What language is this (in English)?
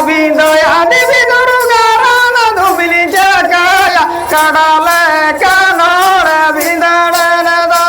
Santali